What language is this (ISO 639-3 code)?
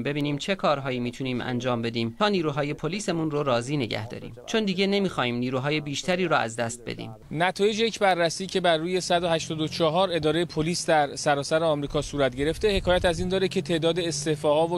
fas